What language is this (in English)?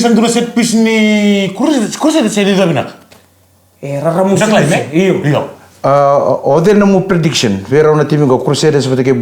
Fijian